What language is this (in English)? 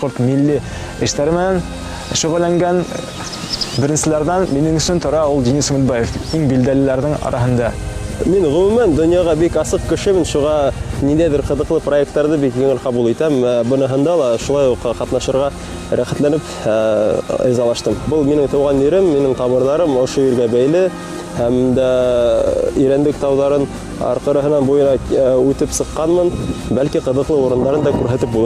Bashkir